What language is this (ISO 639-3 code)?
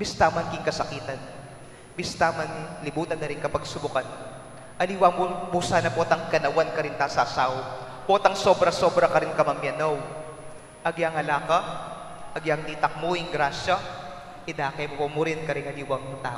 pam